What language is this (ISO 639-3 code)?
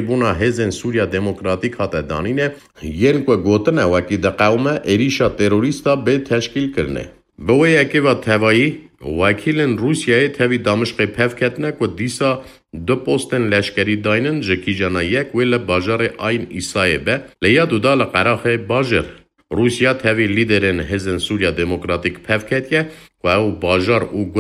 kur